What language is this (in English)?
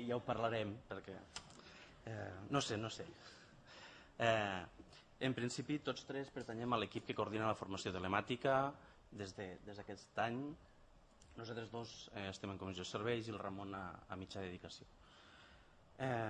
Catalan